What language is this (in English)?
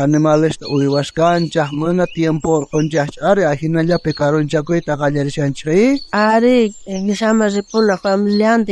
South Bolivian Quechua